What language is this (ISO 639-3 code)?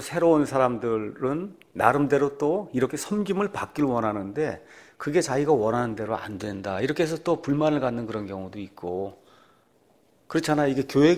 kor